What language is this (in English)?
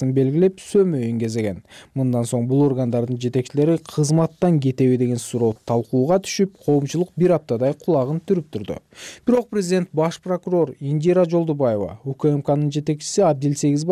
Kyrgyz